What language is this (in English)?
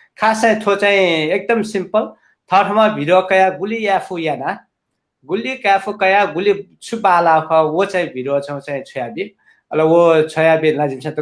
Newari